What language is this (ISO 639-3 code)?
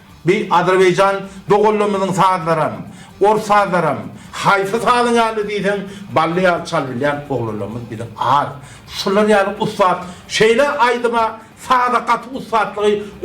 tuk